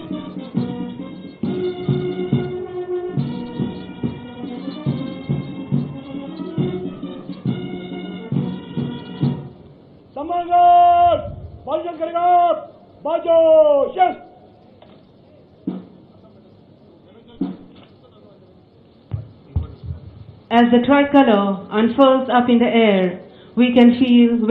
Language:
Telugu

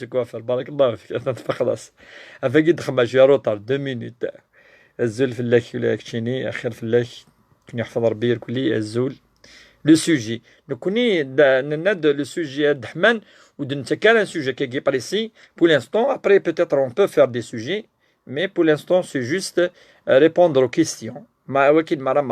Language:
Kabyle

